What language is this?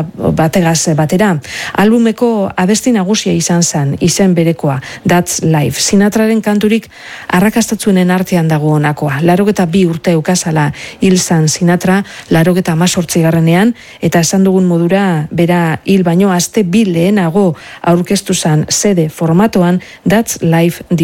Basque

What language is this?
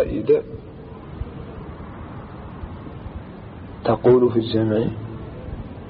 Arabic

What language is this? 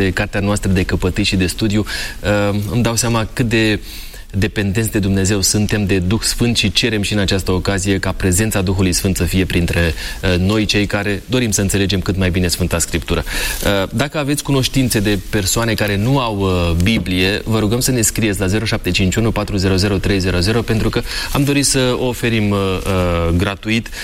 Romanian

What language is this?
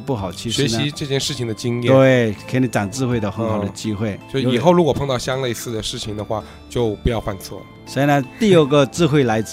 Chinese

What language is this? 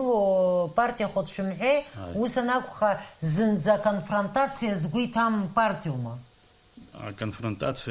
Abkhazian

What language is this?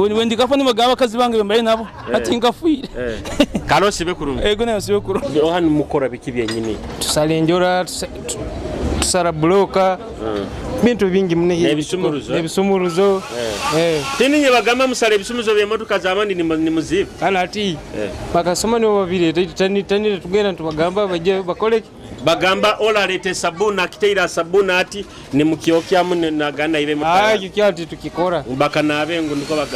Nyoro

